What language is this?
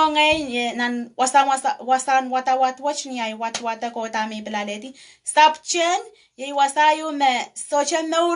Pohnpeian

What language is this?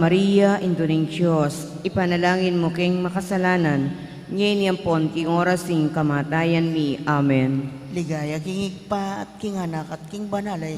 Pampanga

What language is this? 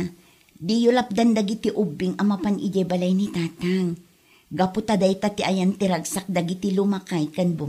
Iloko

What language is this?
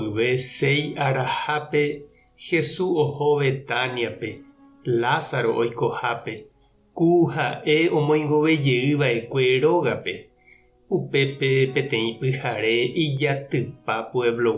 Guarani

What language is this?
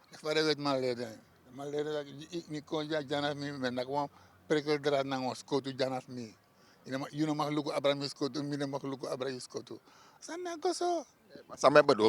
Sranan Tongo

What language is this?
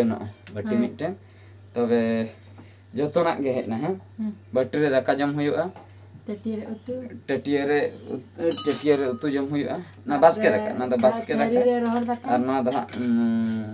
Santali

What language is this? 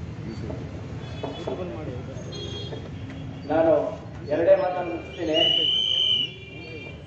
Kannada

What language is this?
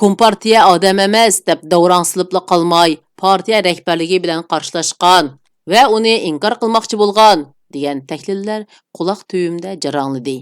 Uyghur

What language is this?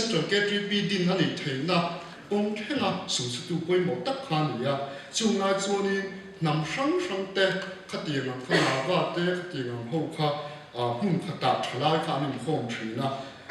Mizo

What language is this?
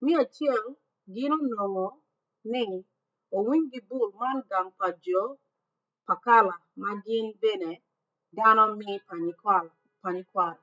Acoli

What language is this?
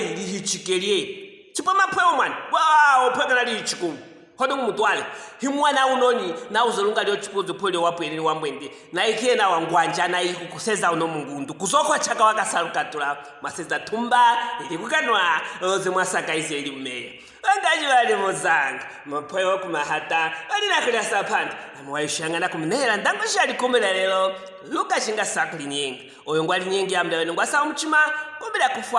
Luvale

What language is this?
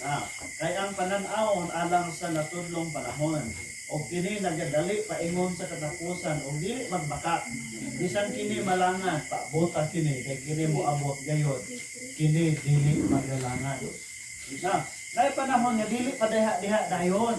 Cebuano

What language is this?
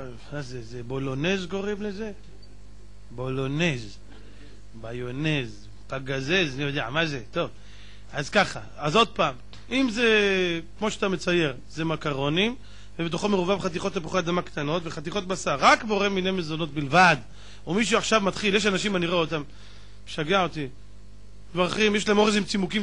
Hebrew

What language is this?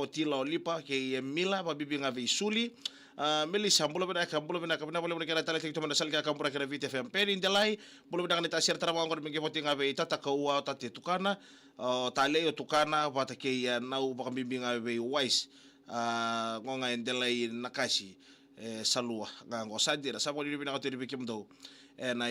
Fijian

